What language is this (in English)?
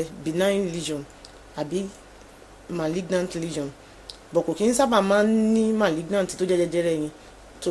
Yoruba